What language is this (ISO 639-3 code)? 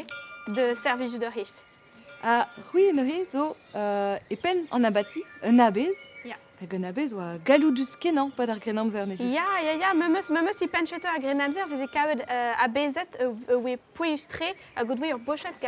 bre